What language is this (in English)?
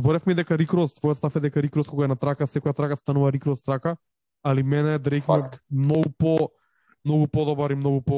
Macedonian